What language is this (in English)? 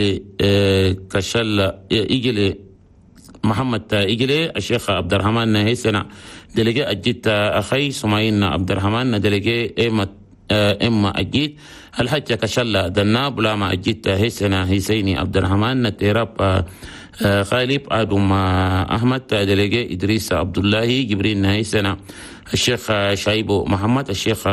Chadian Arabic